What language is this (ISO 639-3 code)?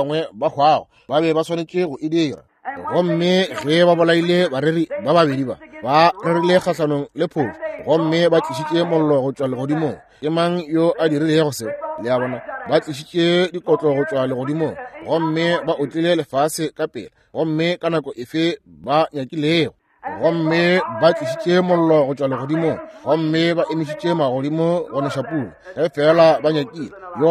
nso